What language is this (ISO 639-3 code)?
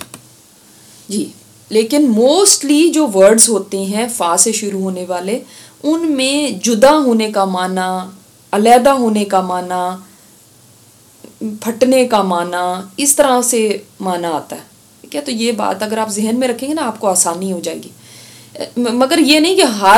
urd